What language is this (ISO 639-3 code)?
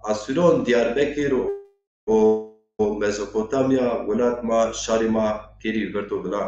zza